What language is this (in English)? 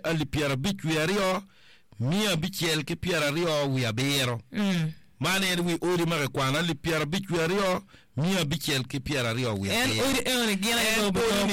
Acoli